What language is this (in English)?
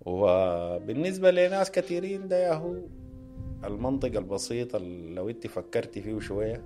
Sudanese Arabic